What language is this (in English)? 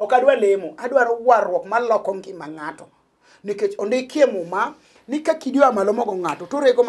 Luo (Kenya and Tanzania)